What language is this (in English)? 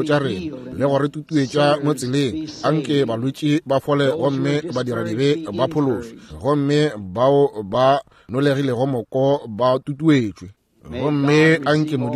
Northern Sotho